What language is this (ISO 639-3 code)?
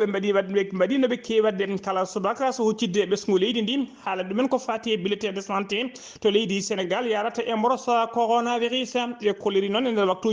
ful